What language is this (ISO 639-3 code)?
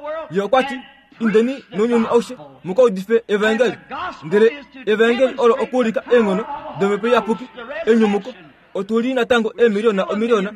kua